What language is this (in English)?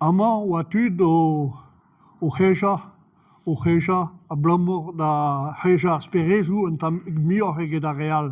Breton